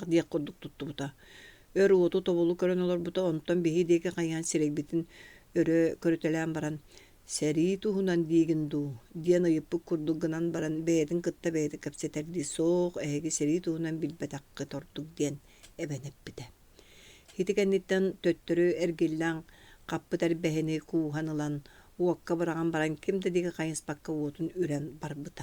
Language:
Yakut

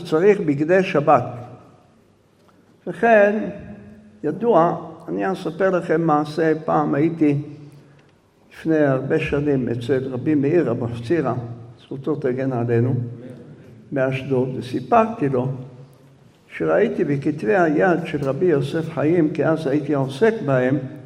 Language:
Hebrew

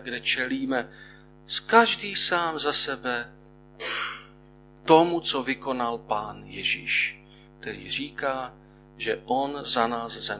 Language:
Czech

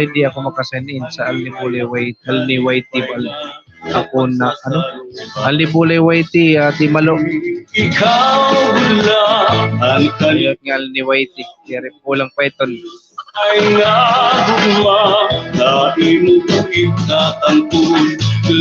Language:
Waray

